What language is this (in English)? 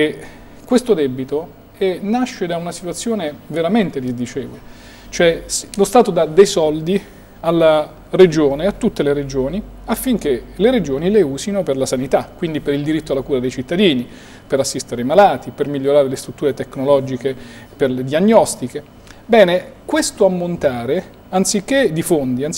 Italian